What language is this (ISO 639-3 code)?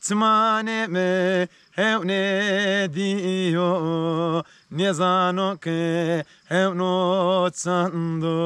zza